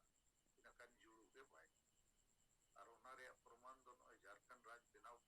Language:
Santali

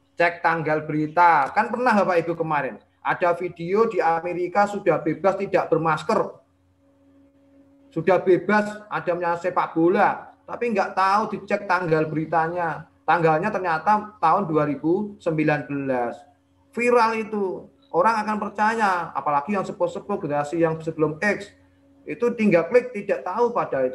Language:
Indonesian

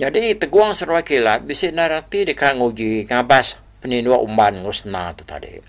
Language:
Iban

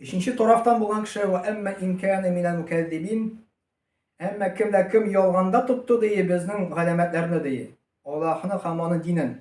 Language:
Tatar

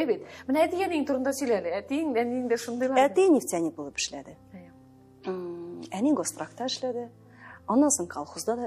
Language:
Tatar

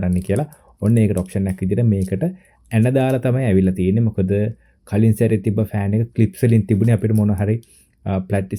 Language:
Sinhala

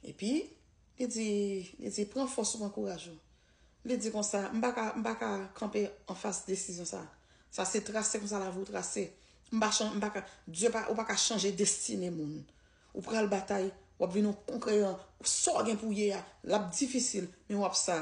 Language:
Haitian Creole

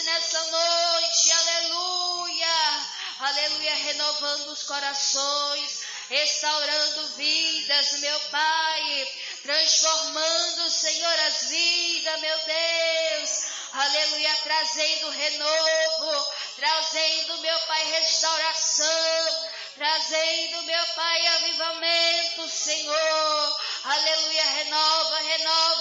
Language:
Portuguese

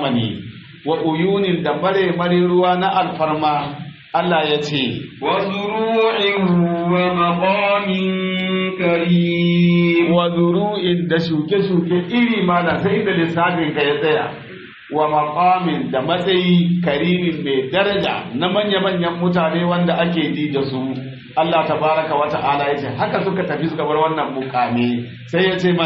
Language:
Hausa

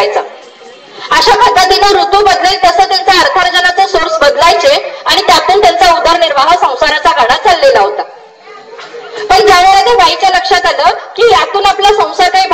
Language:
Marathi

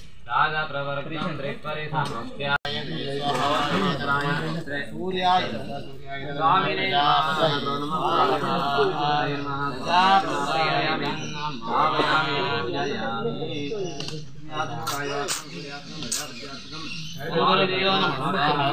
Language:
Sanskrit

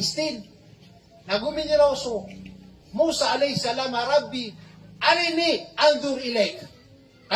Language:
Maranao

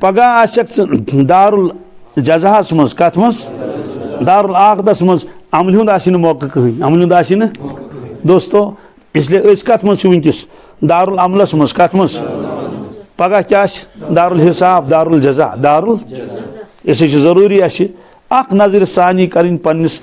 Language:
Kashmiri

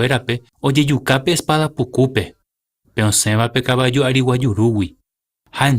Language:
Guarani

